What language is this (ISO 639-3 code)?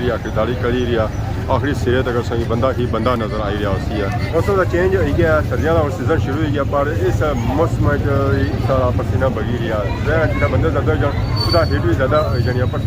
phr